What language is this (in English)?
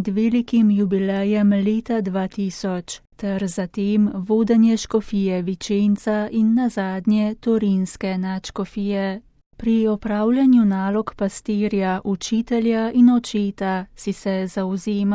Slovenian